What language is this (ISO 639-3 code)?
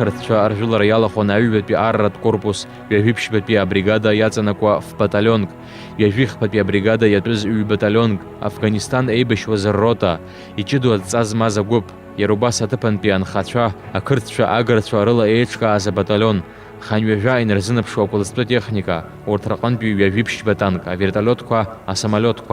abk